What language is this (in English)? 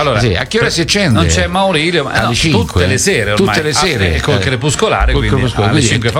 Italian